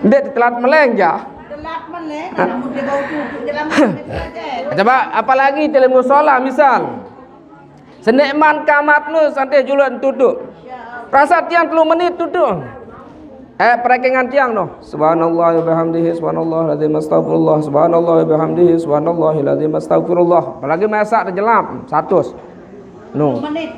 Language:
Sasak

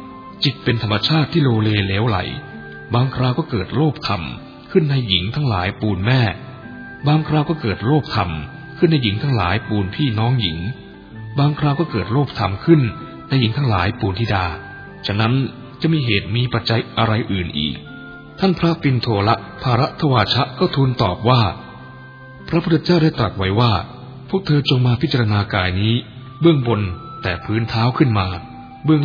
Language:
Thai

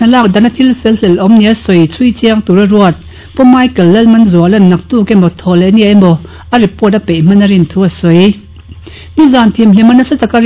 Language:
Mizo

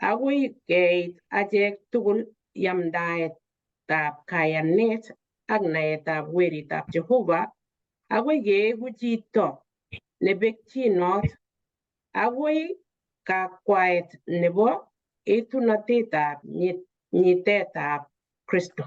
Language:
Kalenjin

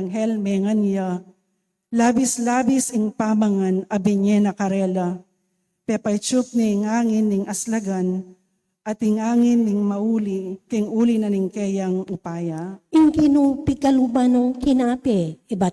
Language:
Pampanga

